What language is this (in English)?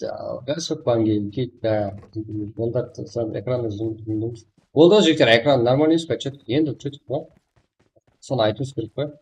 Kara-Kalpak